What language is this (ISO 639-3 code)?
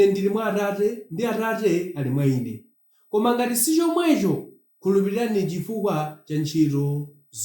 nya